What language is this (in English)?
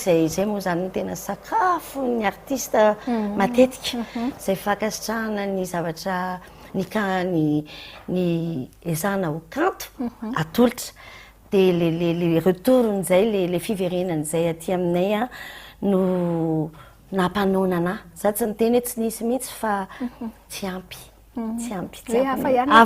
Malagasy